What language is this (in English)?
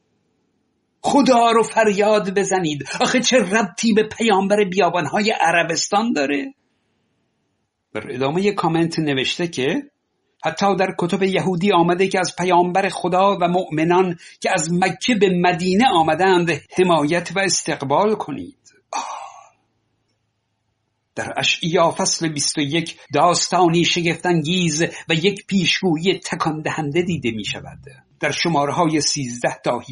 Persian